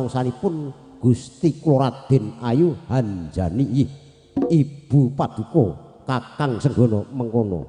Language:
Javanese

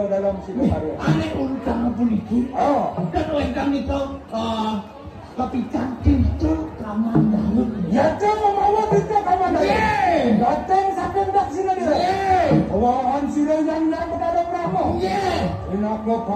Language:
Balinese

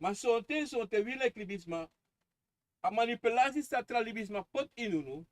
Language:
Sranan Tongo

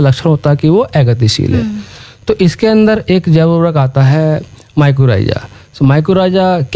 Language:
Hindi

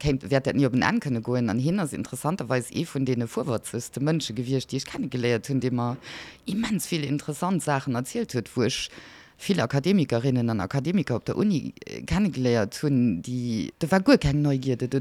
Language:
Luxembourgish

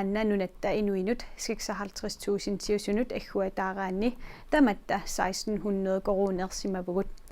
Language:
Kalaallisut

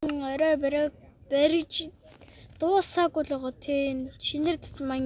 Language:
Mongolian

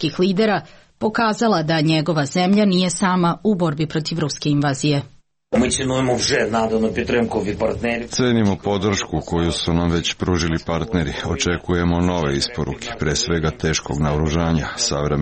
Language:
Serbian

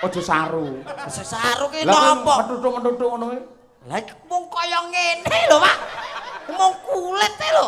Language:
Javanese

